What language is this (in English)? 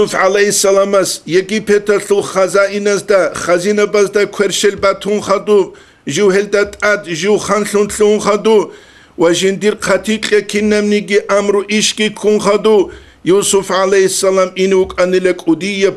Avaric